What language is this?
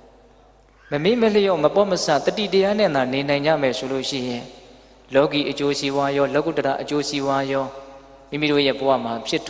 Burmese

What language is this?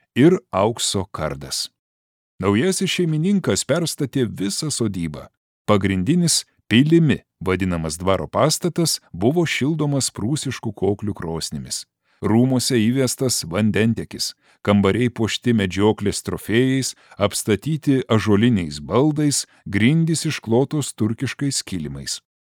Lithuanian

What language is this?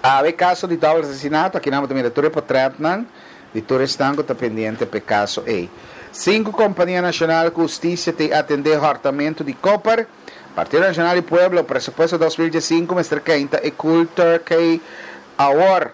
Papiamento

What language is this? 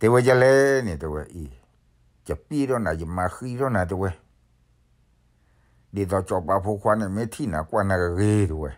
S'gaw Karen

